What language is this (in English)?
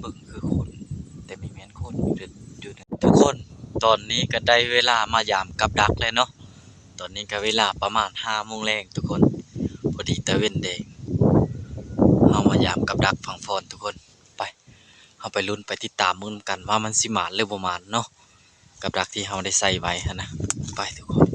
Lao